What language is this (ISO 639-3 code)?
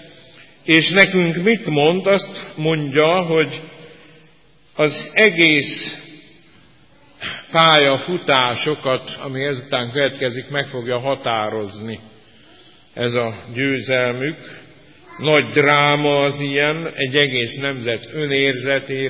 hun